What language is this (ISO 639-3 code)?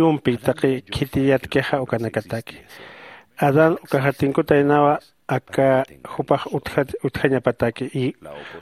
aym